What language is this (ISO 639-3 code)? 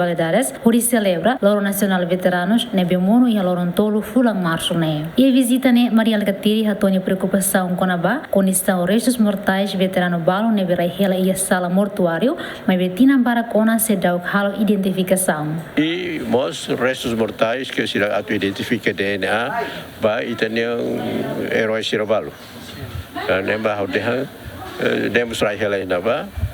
tet